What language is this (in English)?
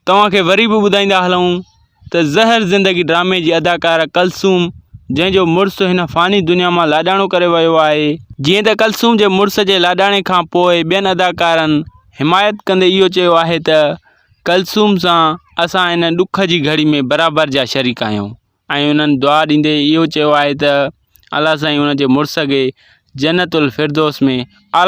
Sindhi